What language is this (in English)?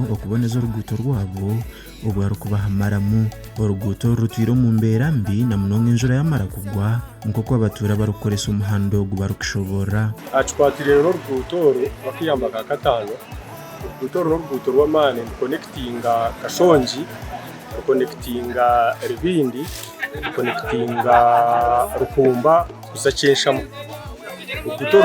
Nyankole